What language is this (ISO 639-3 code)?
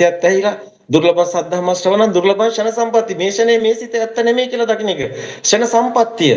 sin